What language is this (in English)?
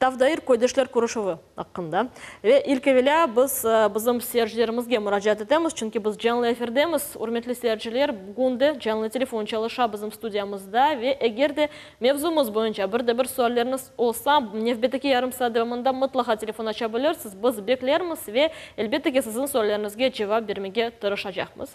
Crimean Tatar